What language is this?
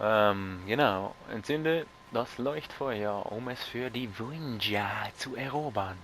Swiss German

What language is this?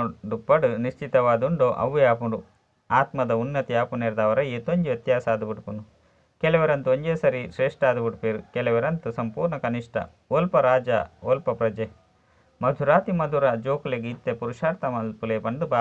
Tulu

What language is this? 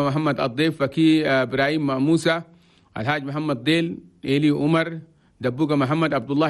Chadian Arabic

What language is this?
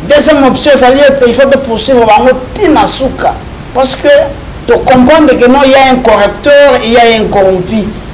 Lingala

